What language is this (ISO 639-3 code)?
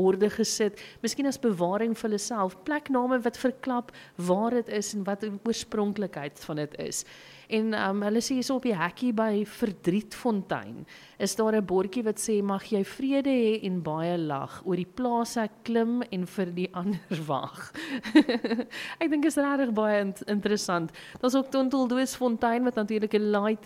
afr